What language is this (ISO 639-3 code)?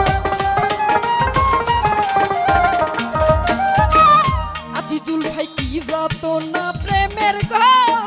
ben